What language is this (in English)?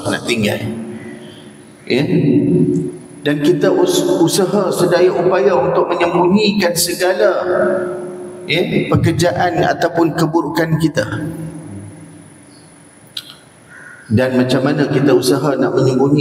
Malay